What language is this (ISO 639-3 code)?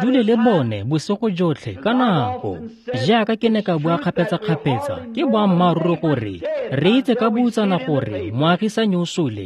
tsn